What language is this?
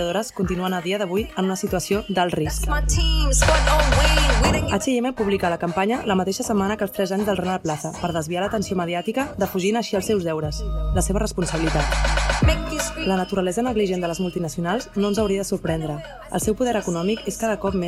Catalan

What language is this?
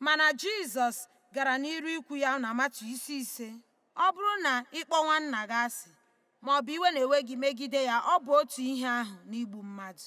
Igbo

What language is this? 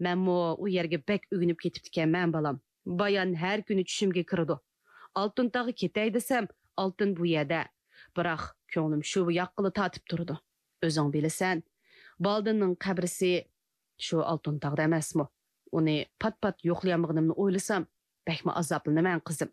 Uyghur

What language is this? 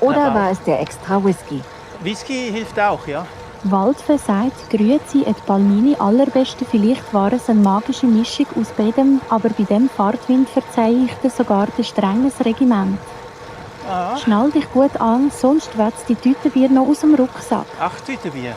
Swiss German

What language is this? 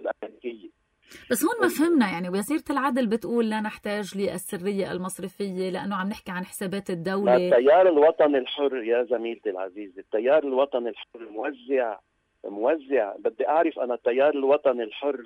North Levantine Arabic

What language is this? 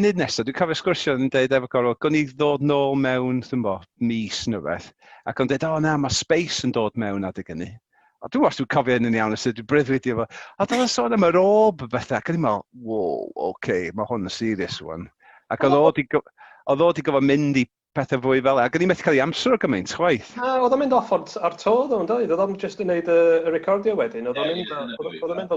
Welsh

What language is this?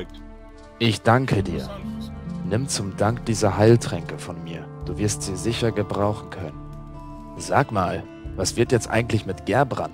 German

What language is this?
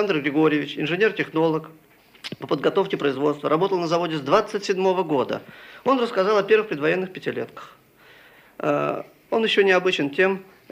Russian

